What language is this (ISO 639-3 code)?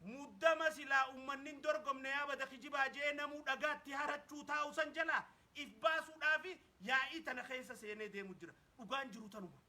orm